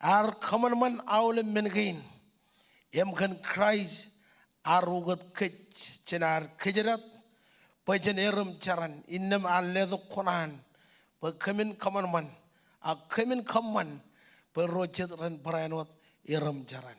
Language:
Marshallese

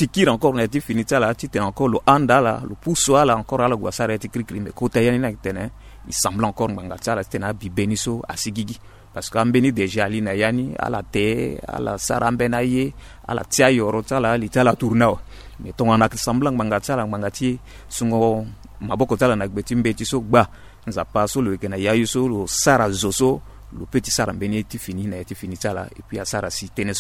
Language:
Sango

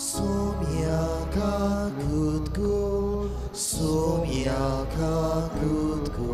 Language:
Konkani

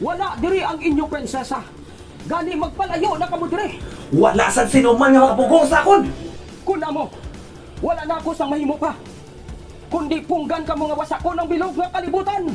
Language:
Hiligaynon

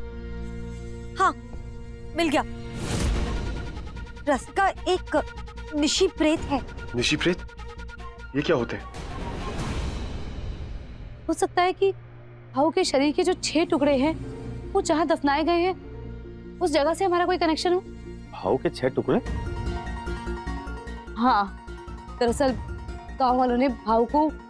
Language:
Hindi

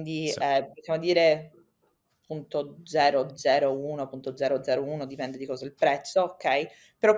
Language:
Italian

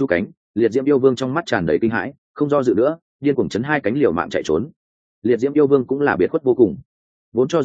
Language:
Vietnamese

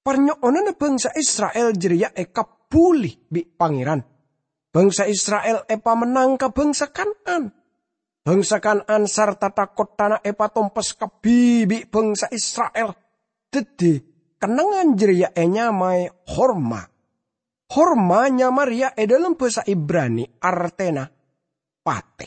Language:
Madurese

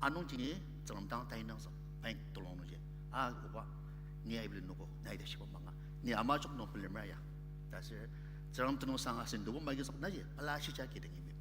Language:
Ao Naga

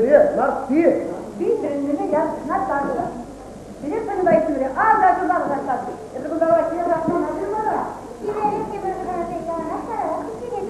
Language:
Chuvash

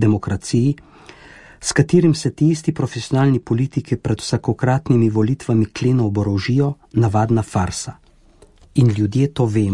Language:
Slovenian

